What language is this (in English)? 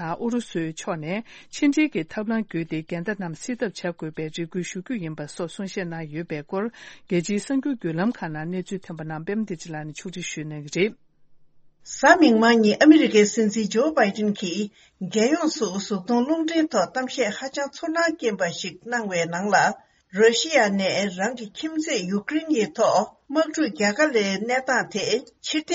Tibetan